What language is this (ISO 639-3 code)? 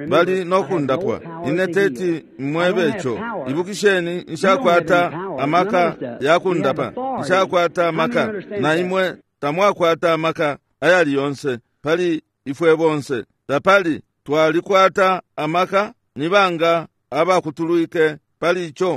bem